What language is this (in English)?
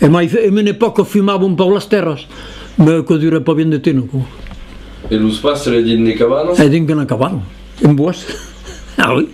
Occitan